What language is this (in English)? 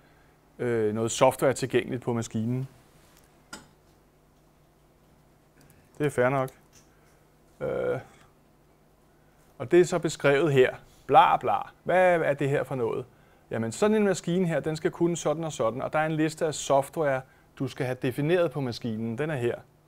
Danish